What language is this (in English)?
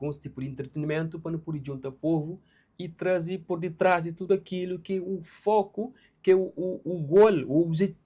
Kabuverdianu